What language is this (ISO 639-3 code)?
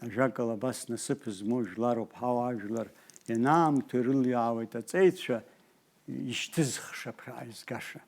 abk